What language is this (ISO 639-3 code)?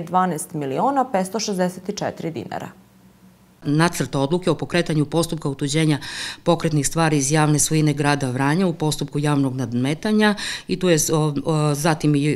srp